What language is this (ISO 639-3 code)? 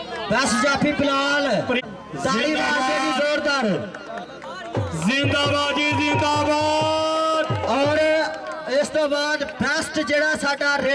pan